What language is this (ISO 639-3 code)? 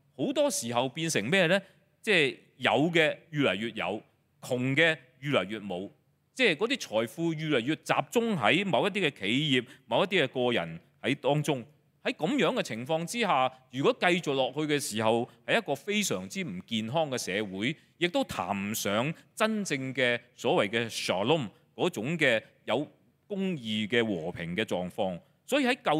yue